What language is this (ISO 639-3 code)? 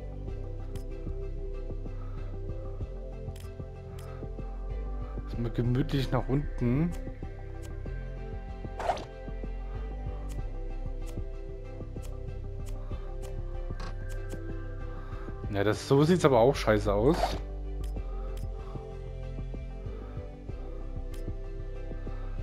deu